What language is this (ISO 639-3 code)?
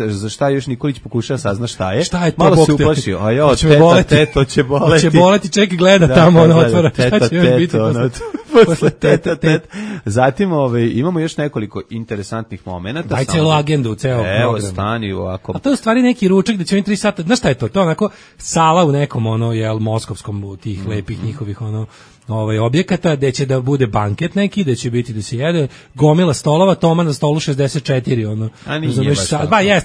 srp